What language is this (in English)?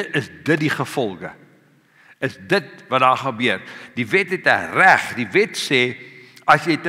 Afrikaans